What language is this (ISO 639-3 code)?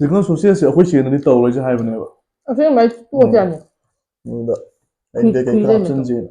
mni